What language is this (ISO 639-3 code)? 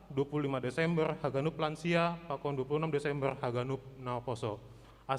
bts